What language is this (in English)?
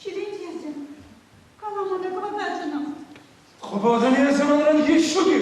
Chuvash